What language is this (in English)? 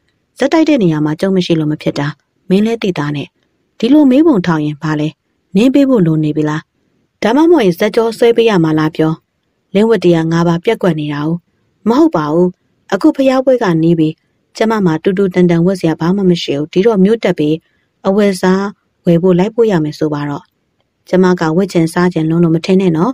Burmese